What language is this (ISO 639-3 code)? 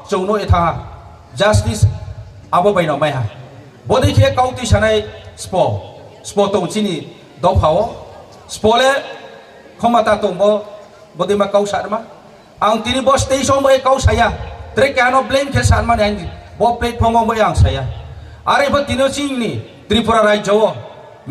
ria